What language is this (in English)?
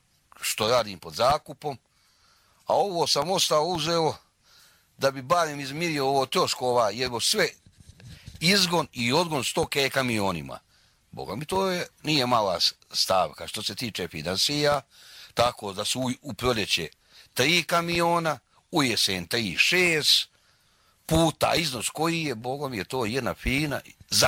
Bosnian